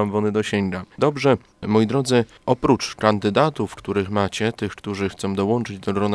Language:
Polish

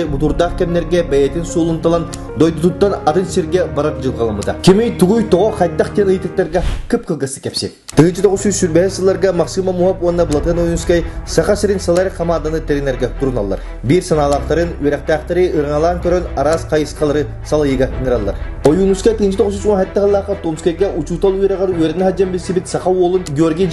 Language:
Yakut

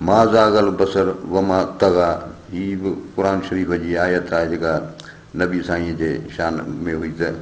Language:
Sindhi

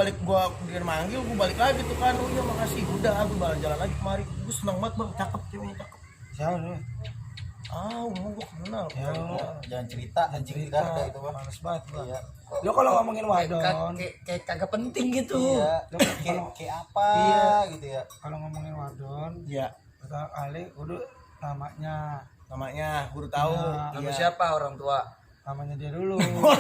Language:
Betawi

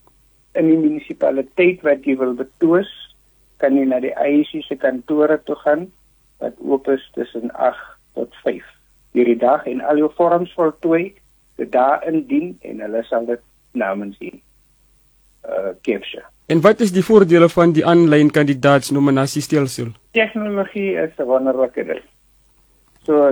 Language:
Afrikaans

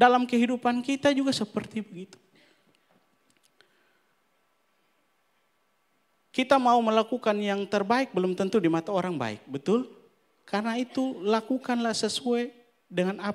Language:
Indonesian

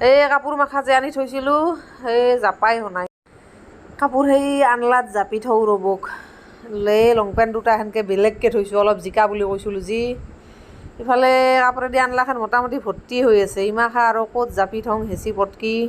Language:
Assamese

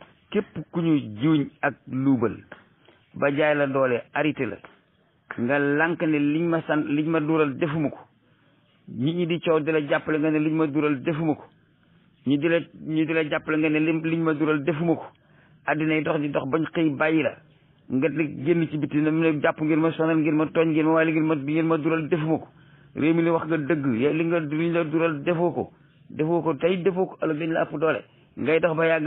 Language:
Wolof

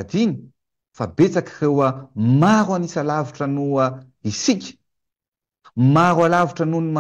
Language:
Malagasy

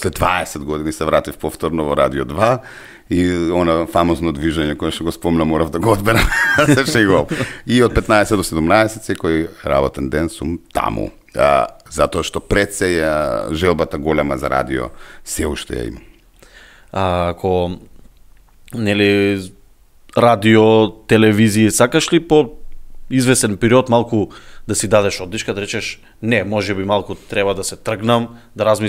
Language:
Macedonian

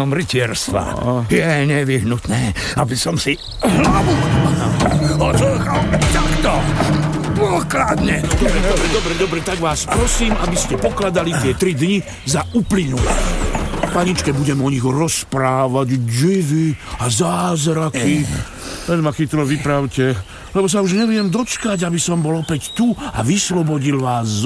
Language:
Slovak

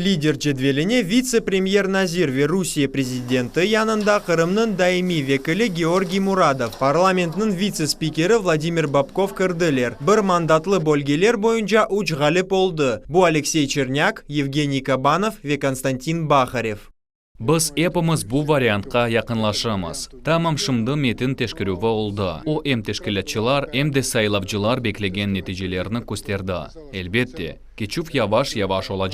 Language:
Crimean Tatar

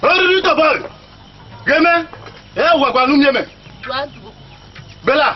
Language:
Esan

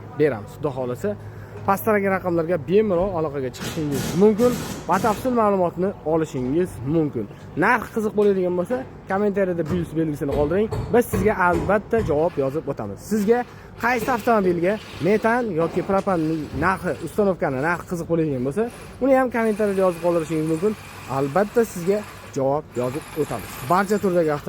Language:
Uzbek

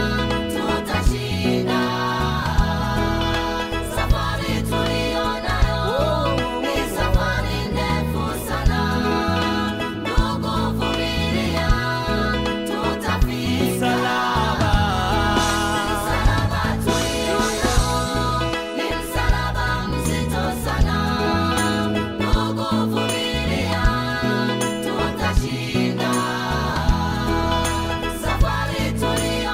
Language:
Swahili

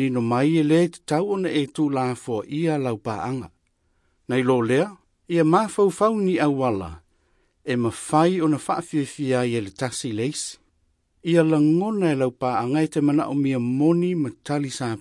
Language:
Samoan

